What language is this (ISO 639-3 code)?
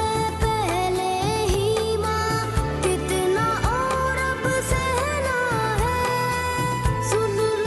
hin